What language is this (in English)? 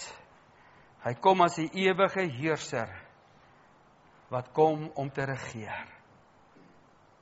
Afrikaans